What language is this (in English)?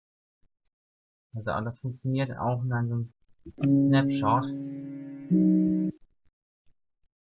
German